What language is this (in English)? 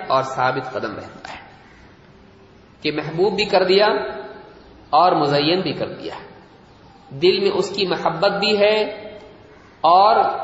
Urdu